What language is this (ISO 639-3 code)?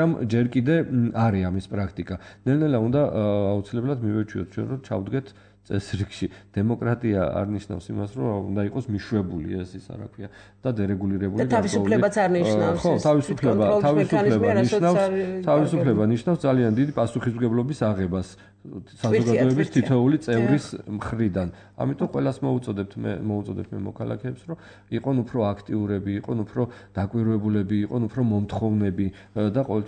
kat